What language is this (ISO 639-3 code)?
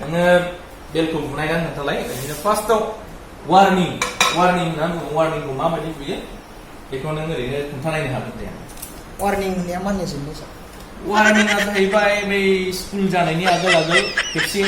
brx